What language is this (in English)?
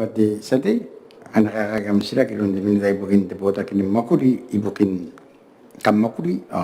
Gilbertese